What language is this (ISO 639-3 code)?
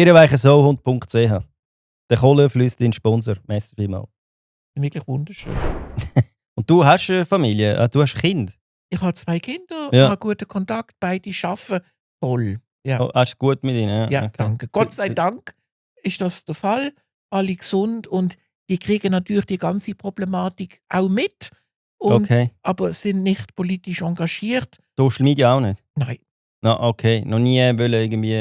gsw